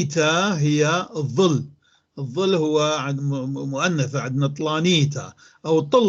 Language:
North Levantine Arabic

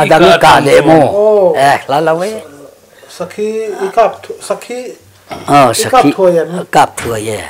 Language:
Mizo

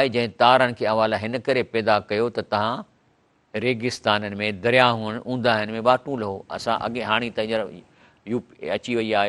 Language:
Sindhi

